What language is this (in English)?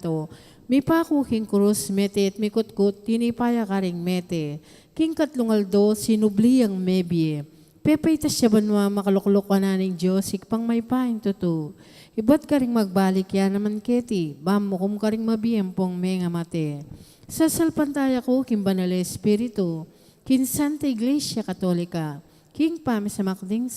Pampanga